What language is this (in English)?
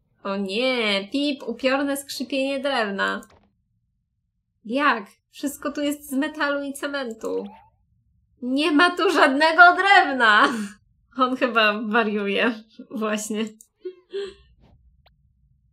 Polish